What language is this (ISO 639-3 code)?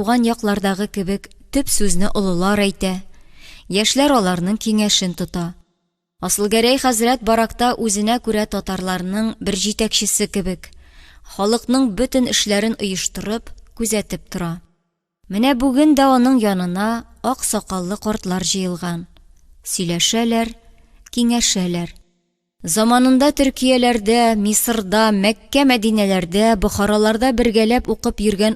tat